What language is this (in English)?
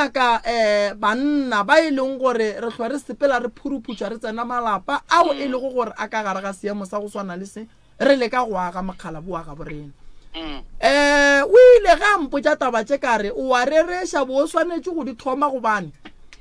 Northern Sotho